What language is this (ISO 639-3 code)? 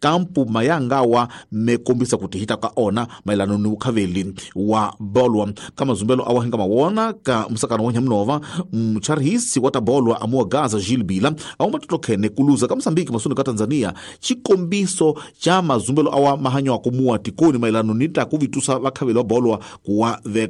tso